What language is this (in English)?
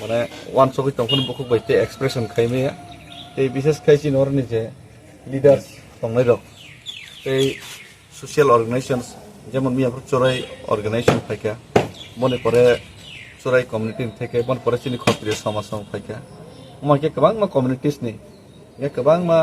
Kok Borok